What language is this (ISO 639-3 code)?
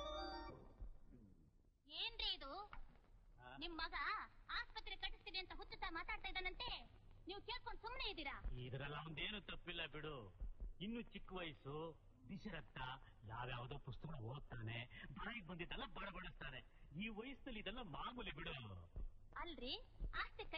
kan